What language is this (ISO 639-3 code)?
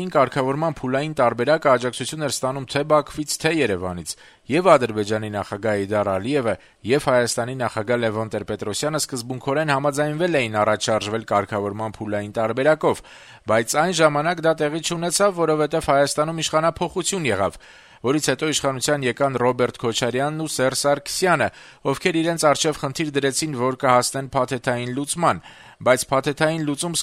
hye